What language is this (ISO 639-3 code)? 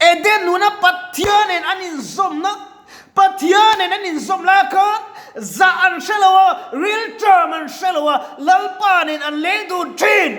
lus